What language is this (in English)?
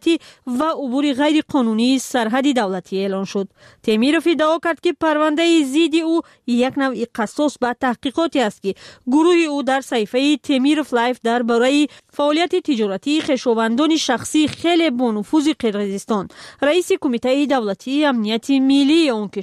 Tajik